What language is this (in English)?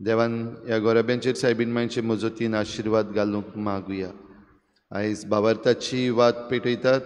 Konkani